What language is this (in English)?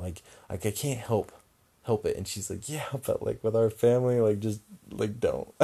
English